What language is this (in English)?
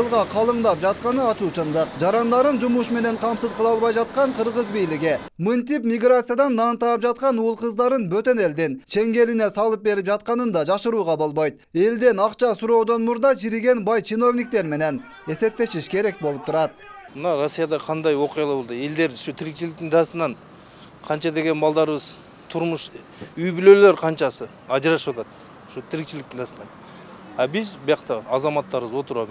Kyrgyz